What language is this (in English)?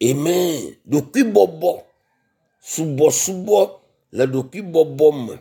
Ewe